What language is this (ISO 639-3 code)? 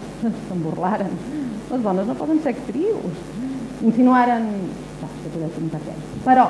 cat